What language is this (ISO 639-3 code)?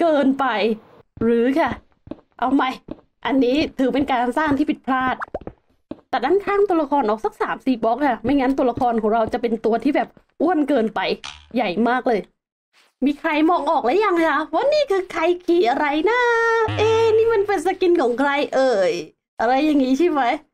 tha